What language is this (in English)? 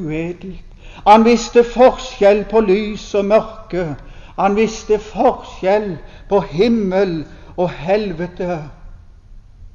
Norwegian